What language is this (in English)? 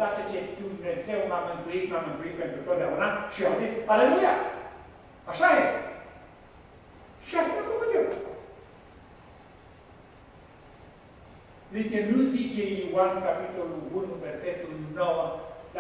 Romanian